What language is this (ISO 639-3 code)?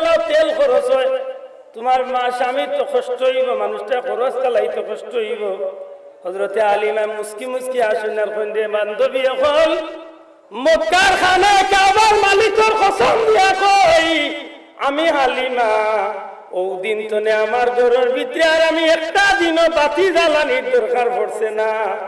syl